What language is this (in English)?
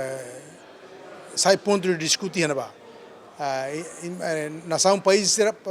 Tetum